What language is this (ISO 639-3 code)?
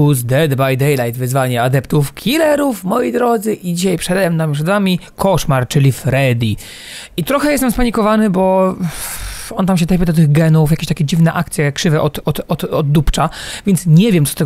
pol